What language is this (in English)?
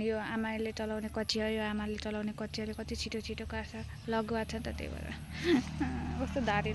Nepali